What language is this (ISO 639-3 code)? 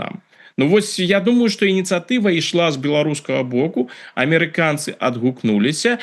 bel